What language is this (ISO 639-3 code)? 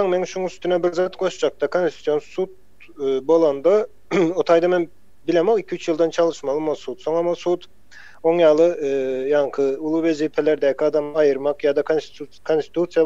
tuk